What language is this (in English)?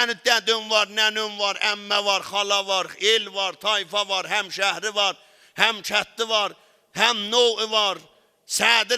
South Azerbaijani